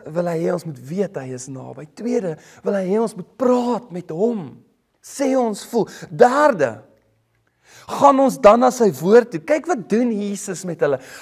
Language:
Afrikaans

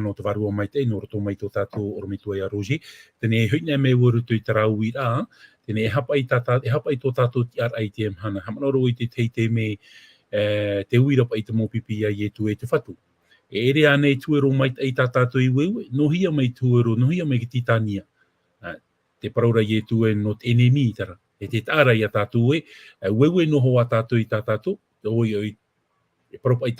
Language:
Tahitian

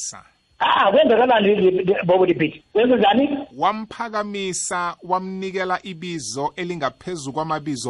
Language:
South Ndebele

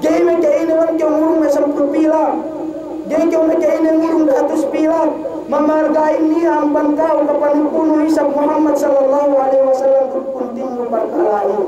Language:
Yakan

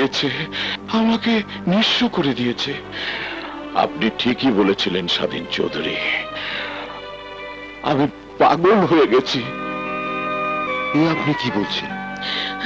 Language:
Bangla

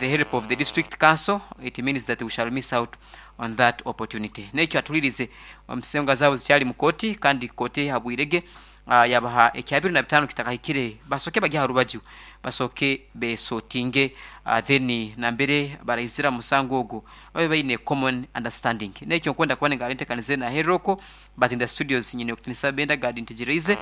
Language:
Nyoro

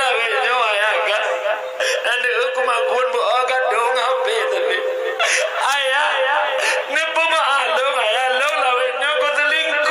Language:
Achinese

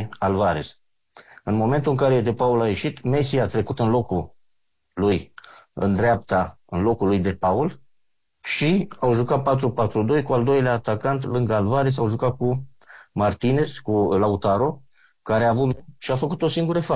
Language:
Romanian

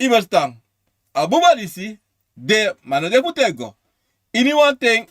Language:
Sranan Tongo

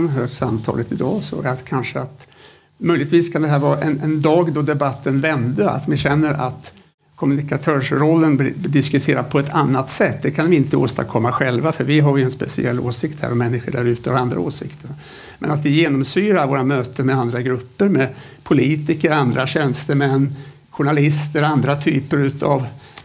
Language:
Swedish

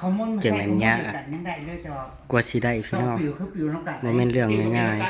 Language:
Northeastern Thai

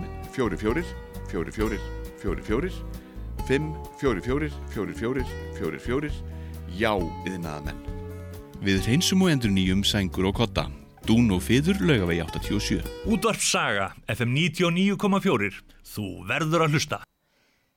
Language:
Icelandic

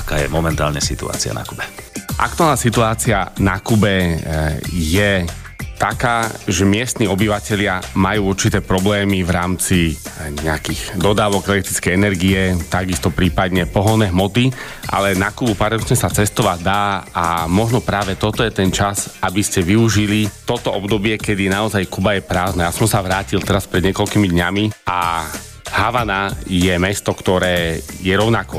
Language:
Slovak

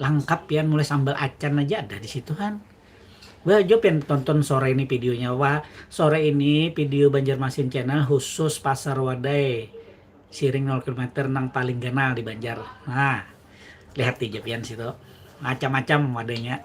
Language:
Banjar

